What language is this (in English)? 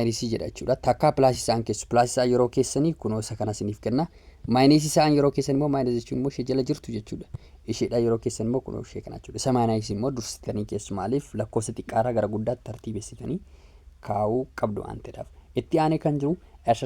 Oromo